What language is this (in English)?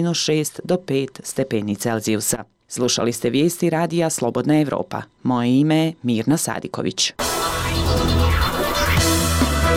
Bosnian